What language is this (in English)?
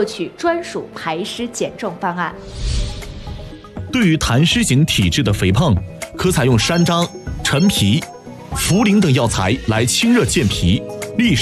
Chinese